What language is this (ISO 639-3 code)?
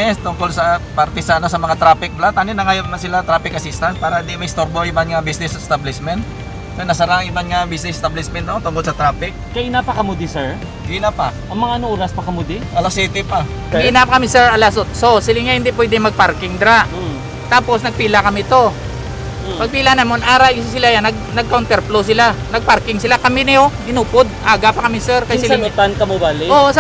hil